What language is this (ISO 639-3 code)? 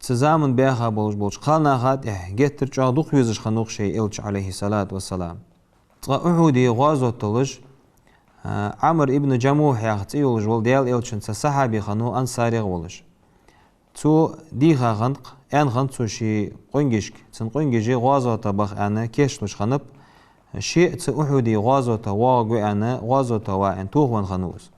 inh